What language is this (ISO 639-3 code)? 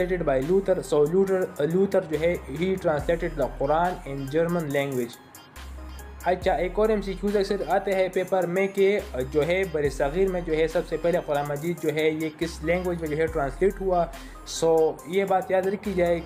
urd